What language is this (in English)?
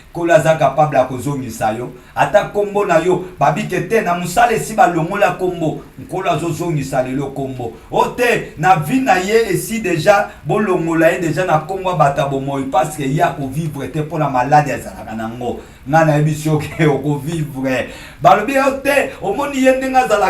Lingala